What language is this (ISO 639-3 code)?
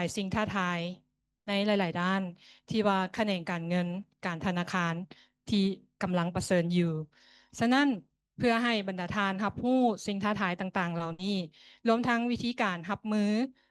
lao